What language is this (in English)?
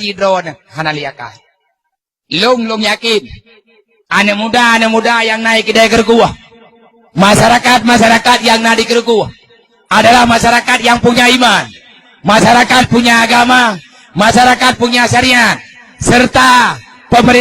Achinese